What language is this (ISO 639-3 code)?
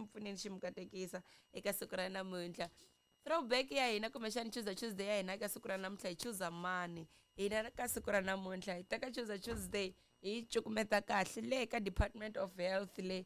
tso